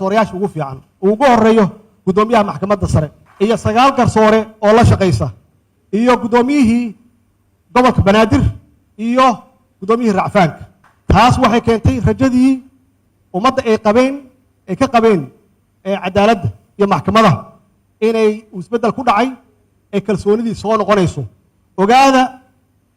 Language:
Somali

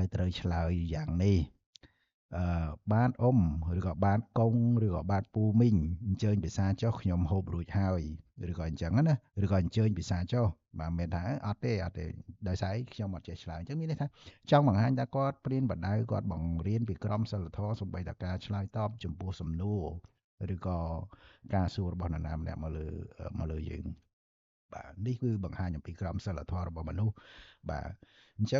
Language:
Khmer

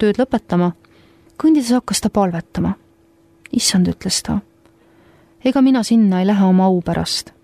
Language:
Estonian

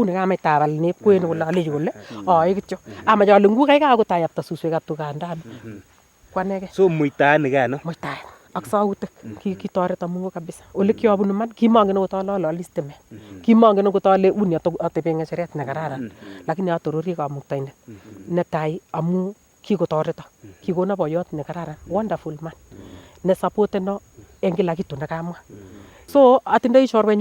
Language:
Nandi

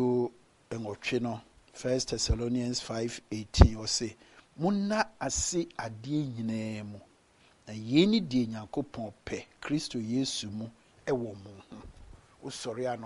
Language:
Akan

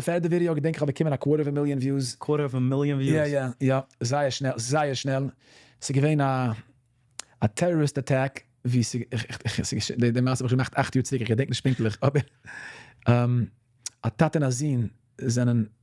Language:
Yiddish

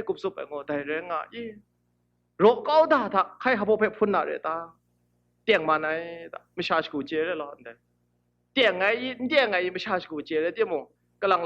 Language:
Kachin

